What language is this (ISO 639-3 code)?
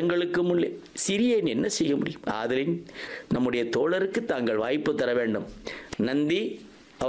tam